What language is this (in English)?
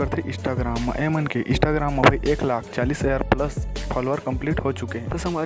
Chhattisgarhi